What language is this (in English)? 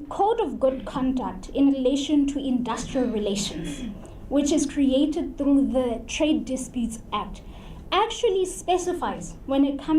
Tswana